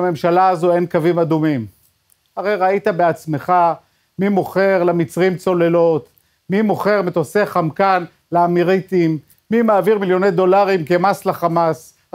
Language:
Hebrew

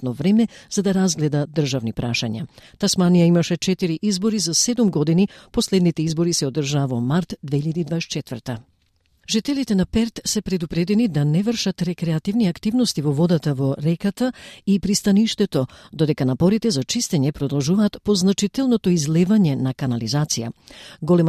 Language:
Macedonian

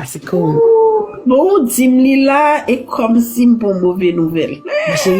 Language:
Haitian Creole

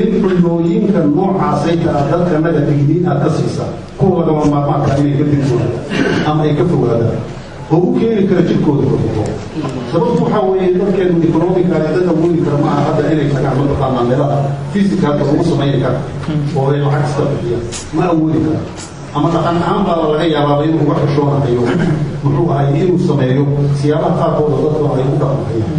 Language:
Somali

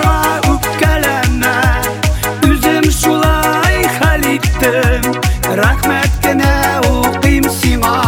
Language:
Tatar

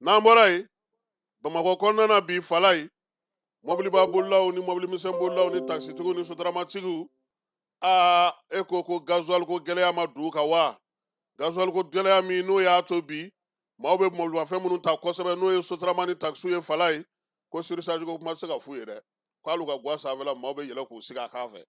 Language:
Bambara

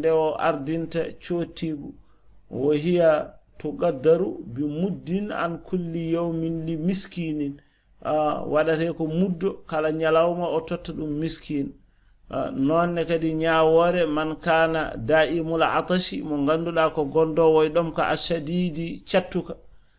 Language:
Fula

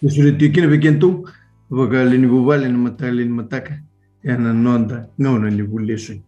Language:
Fijian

